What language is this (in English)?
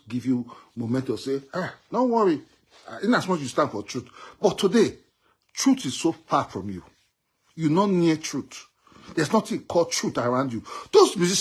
Nigerian Pidgin